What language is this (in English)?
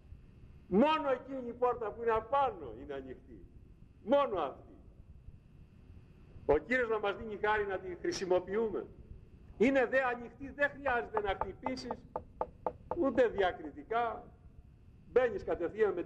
Greek